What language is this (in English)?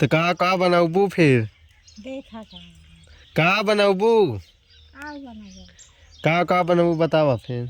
Awadhi